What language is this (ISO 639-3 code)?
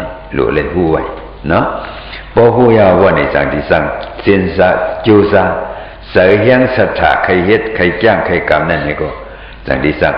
shn